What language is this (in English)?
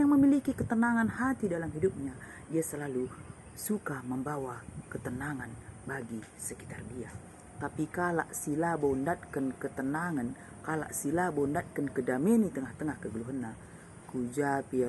Batak Karo